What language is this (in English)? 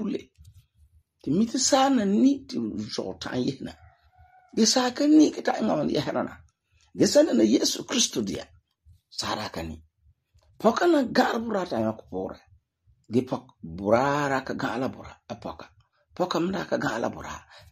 Frafra